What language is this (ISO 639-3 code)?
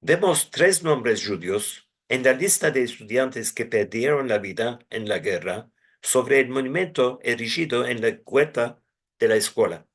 lad